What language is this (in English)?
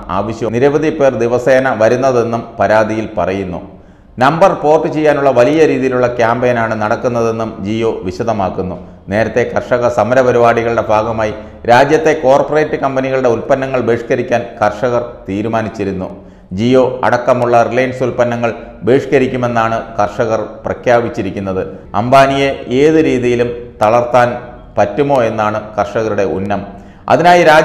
Malayalam